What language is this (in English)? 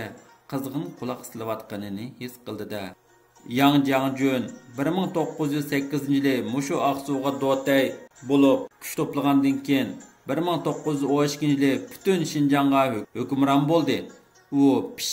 Uyghur